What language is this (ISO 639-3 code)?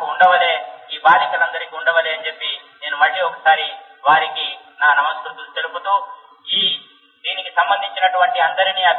tel